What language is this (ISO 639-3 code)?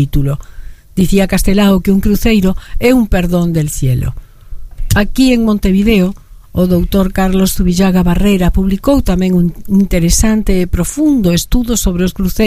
glg